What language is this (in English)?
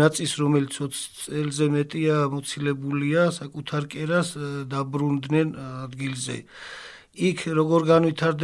Georgian